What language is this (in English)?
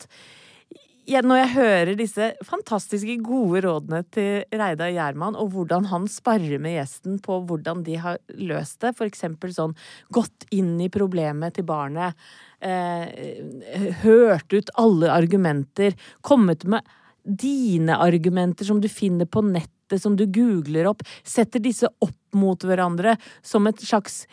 Norwegian